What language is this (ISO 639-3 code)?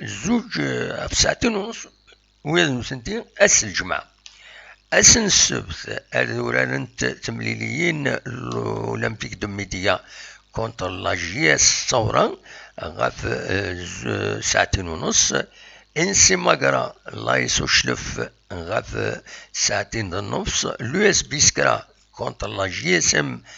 kab